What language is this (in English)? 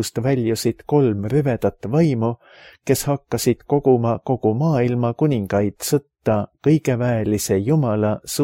Estonian